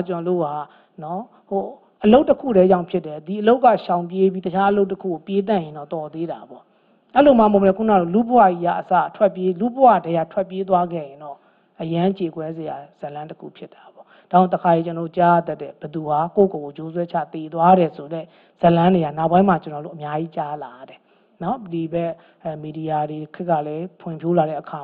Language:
Burmese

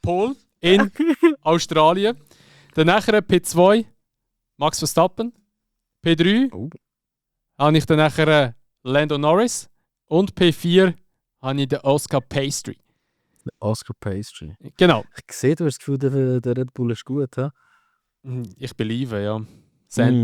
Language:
Swiss German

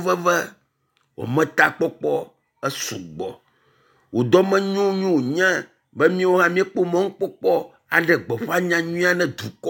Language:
Ewe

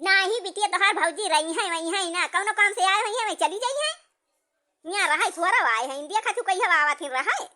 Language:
Awadhi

